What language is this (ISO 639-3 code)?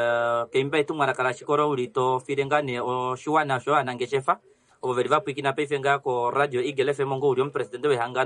kua